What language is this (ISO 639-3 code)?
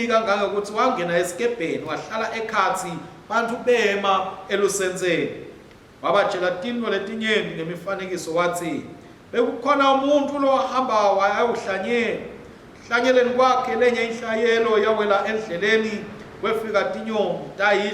ssw